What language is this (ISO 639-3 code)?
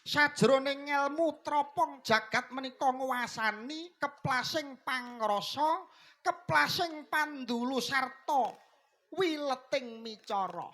jav